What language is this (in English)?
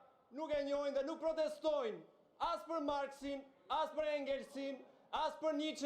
Albanian